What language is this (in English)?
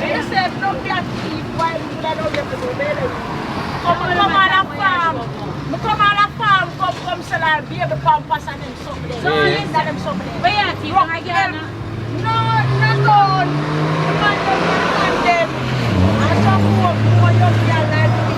Jamaican Creole English